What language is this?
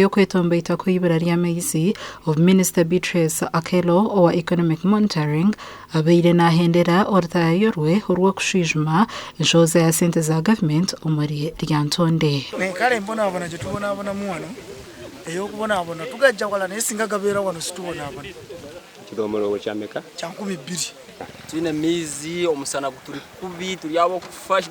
Nyankole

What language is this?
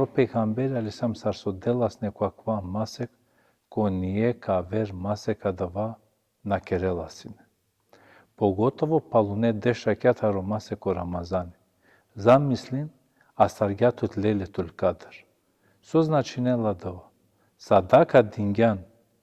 Balkan Romani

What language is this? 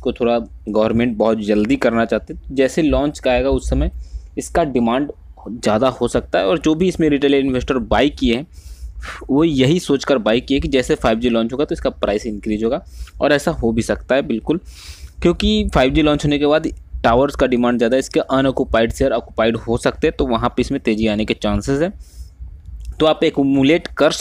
Hindi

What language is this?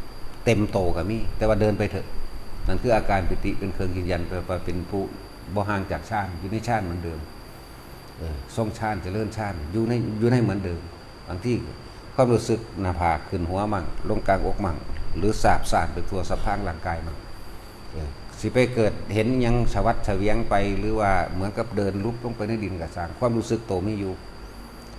Northeastern Thai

